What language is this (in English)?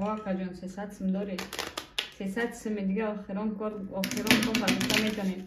Tajik